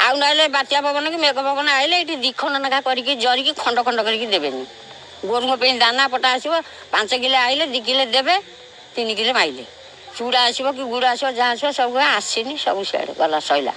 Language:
Odia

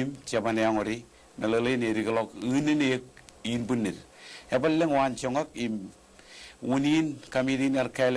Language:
Marshallese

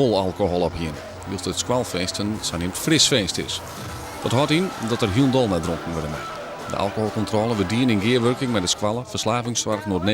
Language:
Western Frisian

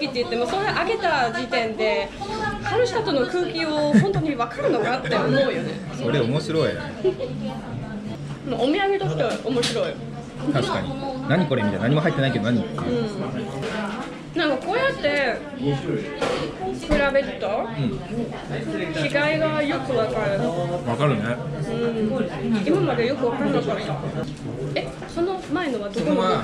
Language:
Japanese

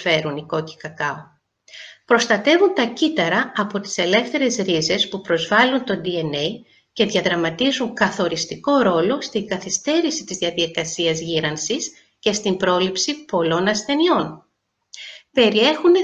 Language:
Greek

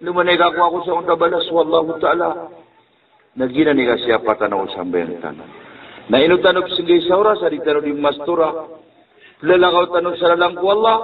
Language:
Maranao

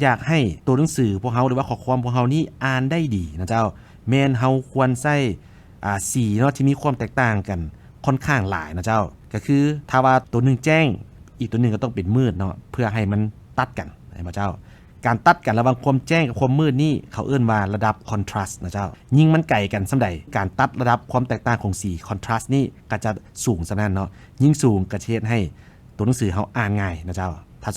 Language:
Lao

